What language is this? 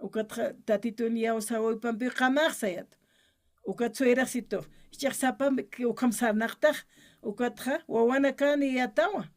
Aymara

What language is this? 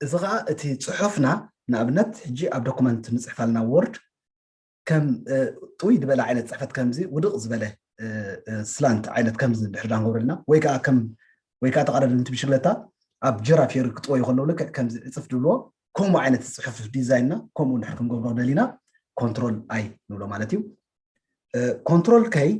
Tigrinya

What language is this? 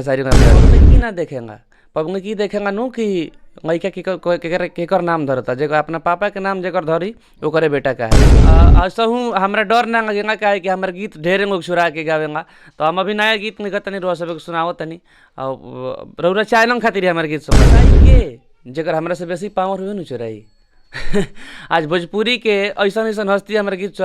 Bhojpuri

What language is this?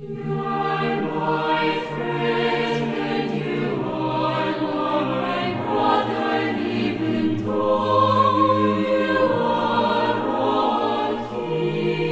South Bolivian Quechua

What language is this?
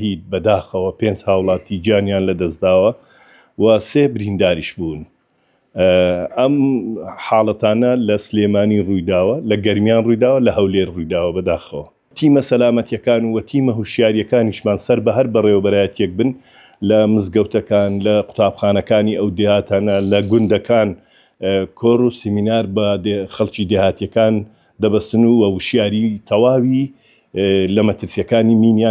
Central Kurdish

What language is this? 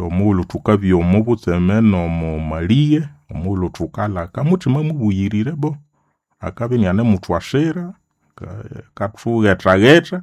Nande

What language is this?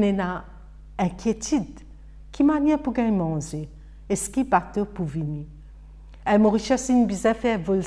Morisyen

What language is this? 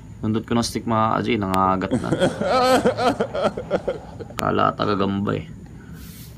Filipino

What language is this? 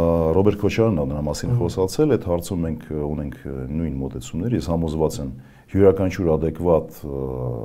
Armenian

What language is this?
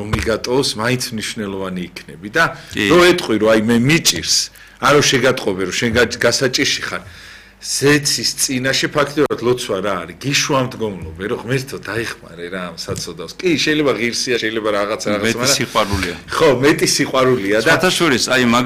Georgian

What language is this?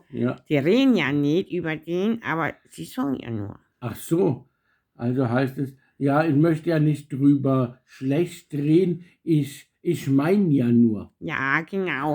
Bavarian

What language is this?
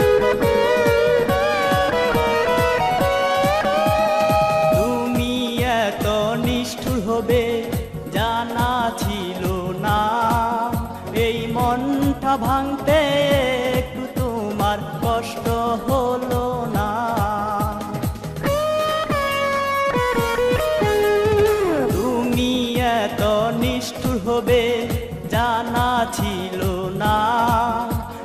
Bangla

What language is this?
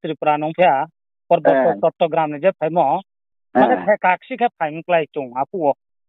Riang (India)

